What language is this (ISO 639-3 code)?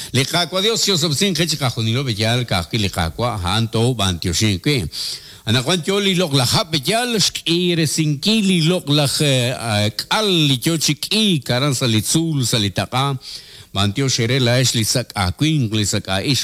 kek